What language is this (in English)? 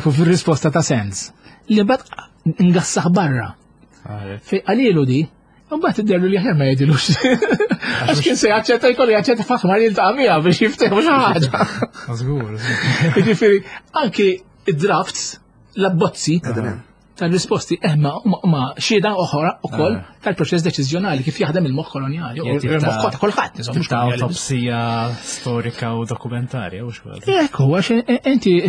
Maltese